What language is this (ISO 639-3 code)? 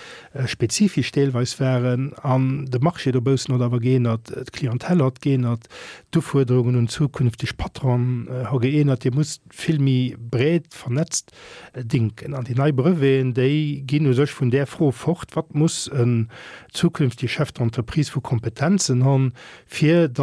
ltz